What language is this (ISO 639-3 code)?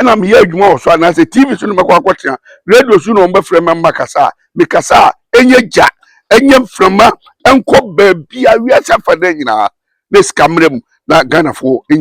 aka